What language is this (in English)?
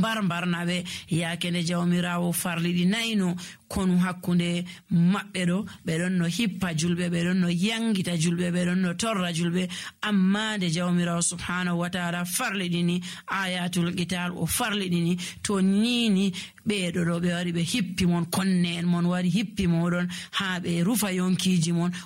Nigerian Fulfulde